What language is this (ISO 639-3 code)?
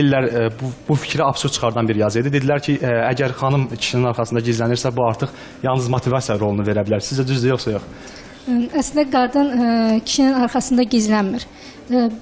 aze